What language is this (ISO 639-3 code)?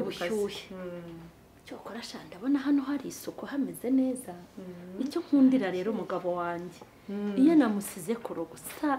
kin